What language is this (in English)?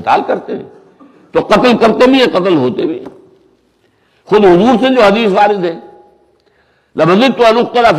Urdu